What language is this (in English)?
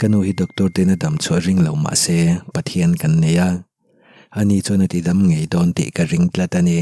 Mizo